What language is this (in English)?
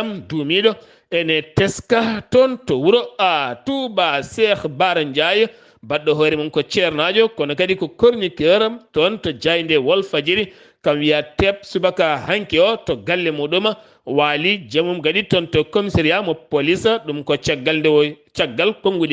Fula